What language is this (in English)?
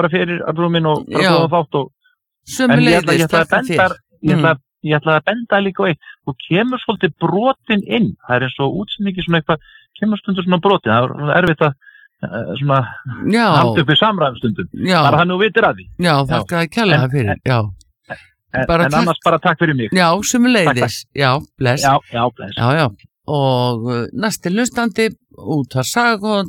Icelandic